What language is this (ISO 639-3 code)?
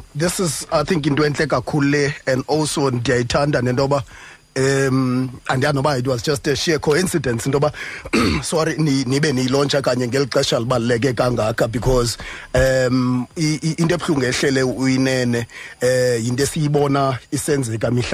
xho